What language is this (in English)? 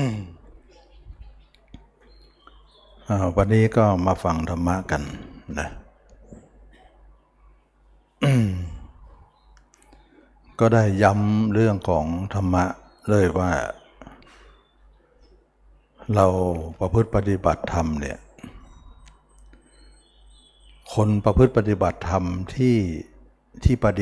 Thai